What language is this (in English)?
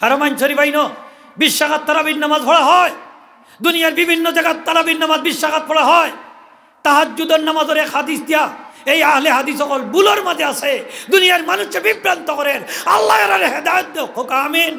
Sylheti